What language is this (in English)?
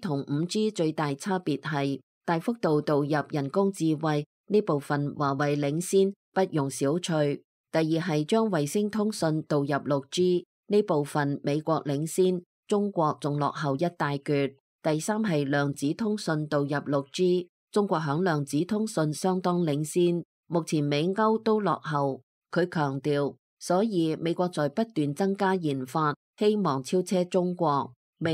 Cantonese